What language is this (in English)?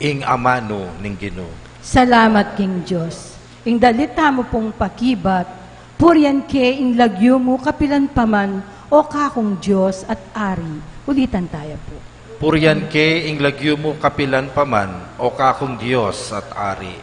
Pampanga